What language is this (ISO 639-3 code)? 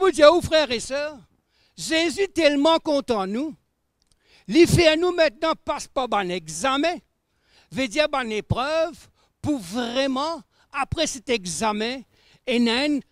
mfe